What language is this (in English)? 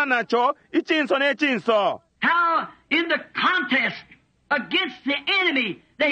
Bemba